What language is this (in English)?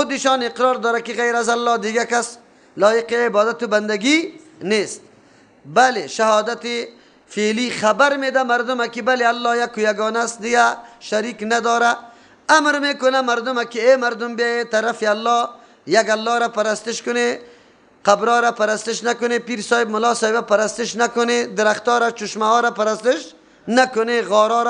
Persian